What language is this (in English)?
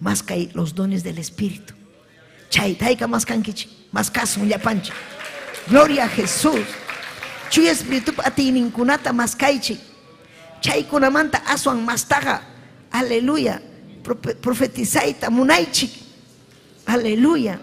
Ayacucho Quechua